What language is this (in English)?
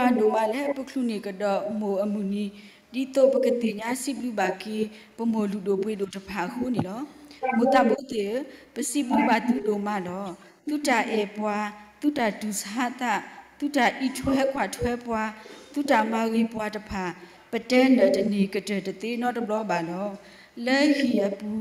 S'gaw Karen